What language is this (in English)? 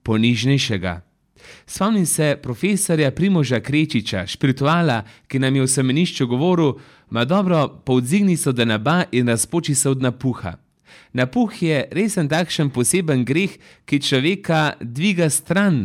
Slovenian